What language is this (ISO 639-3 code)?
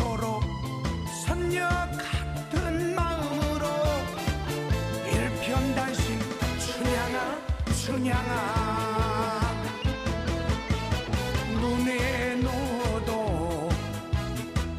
kor